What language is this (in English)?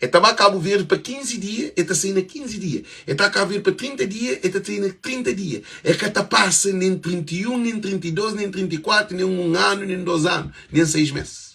Kabuverdianu